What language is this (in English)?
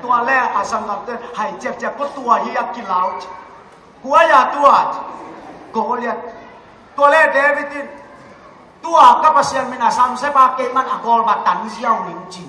Tedim Chin